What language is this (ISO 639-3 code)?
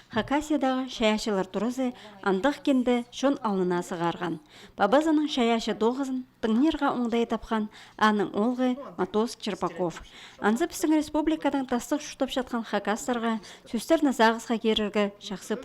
kjh